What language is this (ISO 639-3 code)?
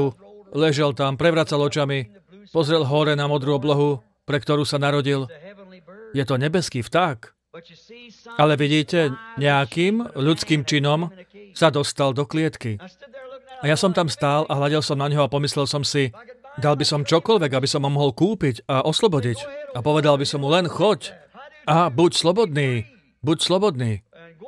slk